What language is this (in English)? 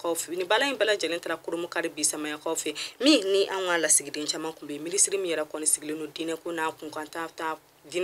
Bambara